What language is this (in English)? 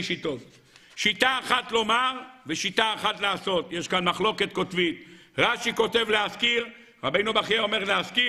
Hebrew